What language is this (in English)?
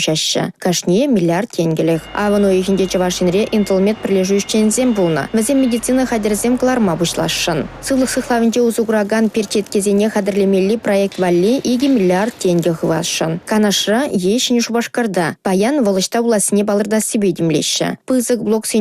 Chuvash